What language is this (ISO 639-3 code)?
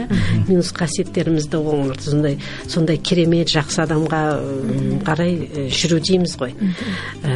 kaz